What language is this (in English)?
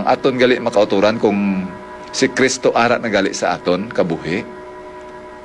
Hiligaynon